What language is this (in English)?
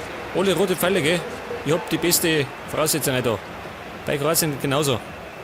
Bavarian